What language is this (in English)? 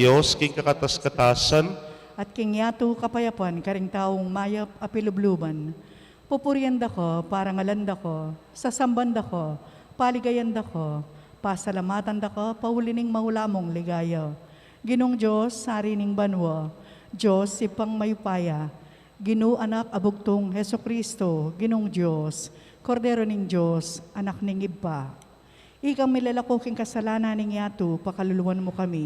Pampanga